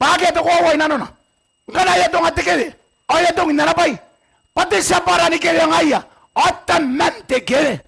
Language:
Gilbertese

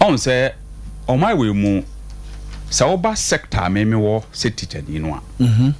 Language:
Akan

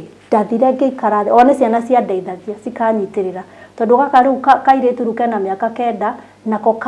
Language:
Kikuyu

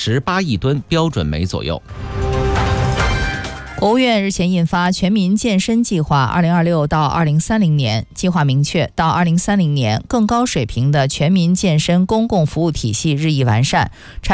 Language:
Chinese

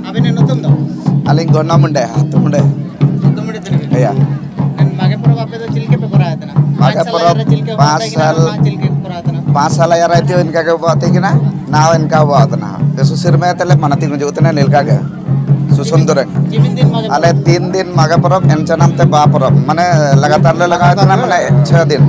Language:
Santali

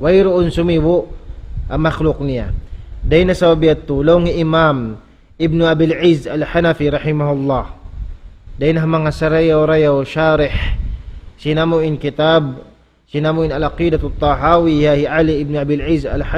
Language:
Tausug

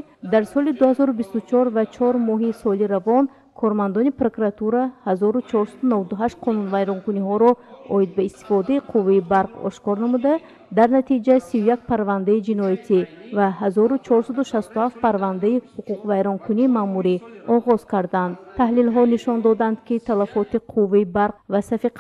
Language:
Tajik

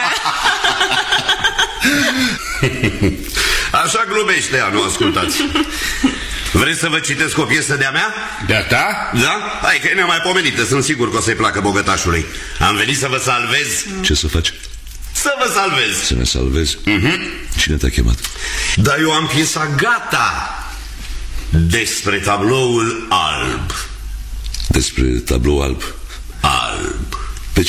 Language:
Romanian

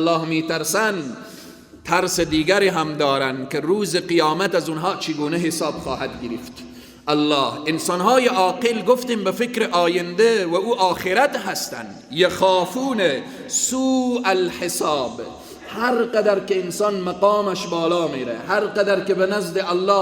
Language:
Persian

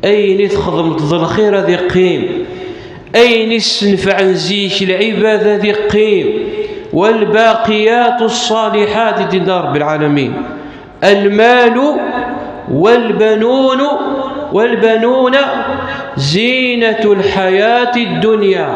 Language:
Kabyle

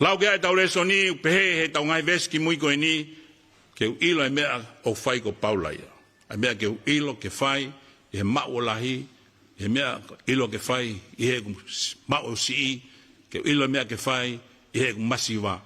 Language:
Tongan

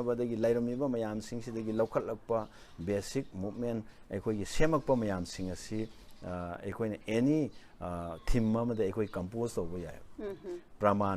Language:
Manipuri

